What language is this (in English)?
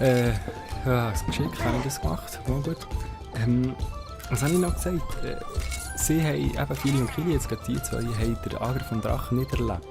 Swiss German